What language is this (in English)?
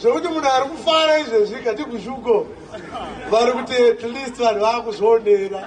Shona